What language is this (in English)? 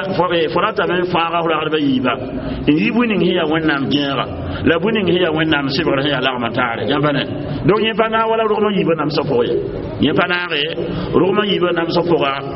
Mossi